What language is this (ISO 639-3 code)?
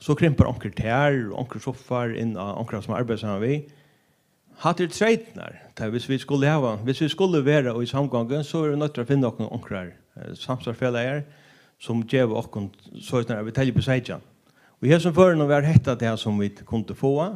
fao